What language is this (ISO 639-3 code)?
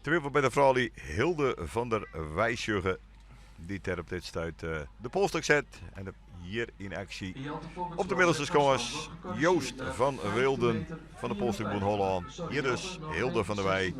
fry